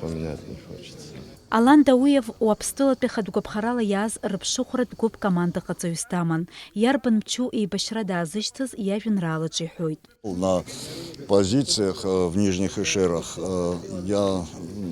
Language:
Abkhazian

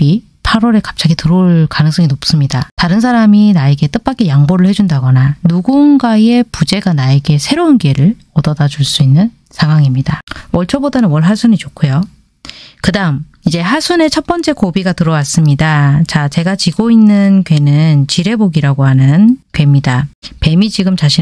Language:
Korean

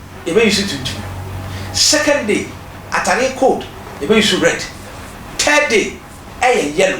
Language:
Akan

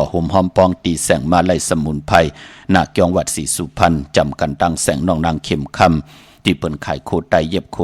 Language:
Shan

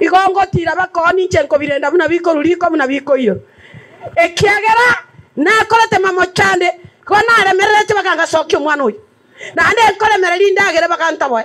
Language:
Gusii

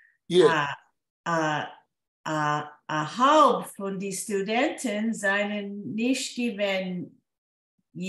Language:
Yiddish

